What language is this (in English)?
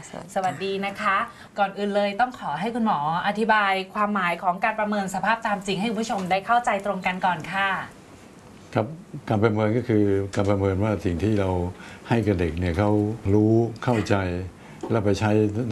Thai